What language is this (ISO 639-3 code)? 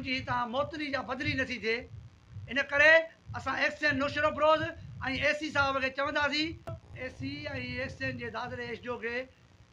snd